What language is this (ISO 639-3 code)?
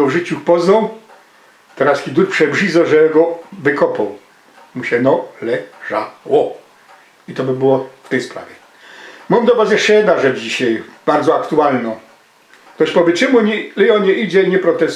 szl